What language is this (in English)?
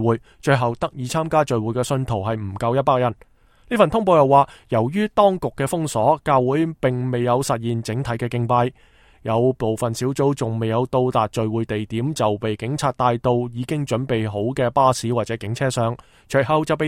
Cantonese